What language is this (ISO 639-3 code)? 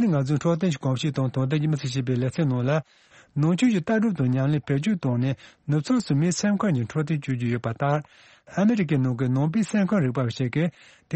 bod